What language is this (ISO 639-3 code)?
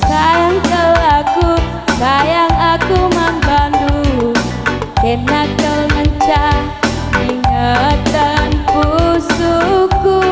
btx